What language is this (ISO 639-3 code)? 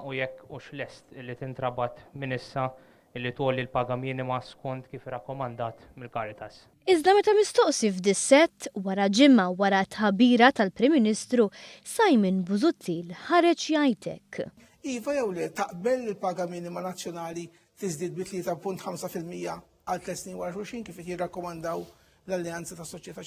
mlt